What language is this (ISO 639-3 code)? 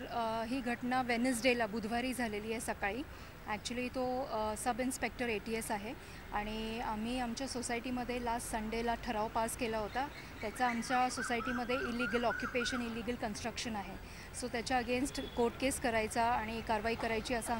mar